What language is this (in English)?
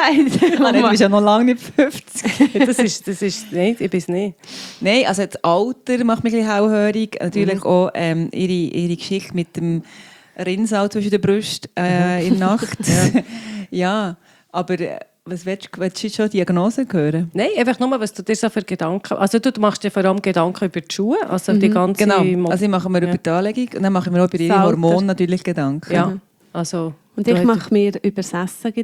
German